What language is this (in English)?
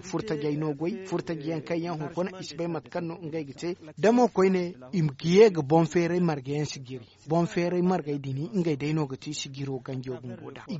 Zarma